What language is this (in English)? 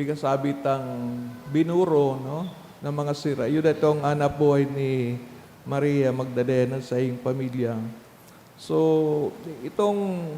Bikol